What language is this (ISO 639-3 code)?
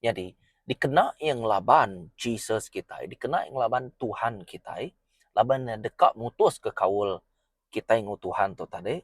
iba